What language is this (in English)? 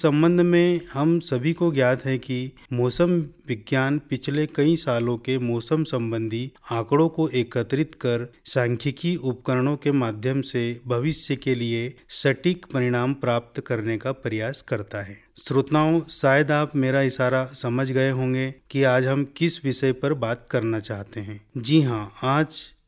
Hindi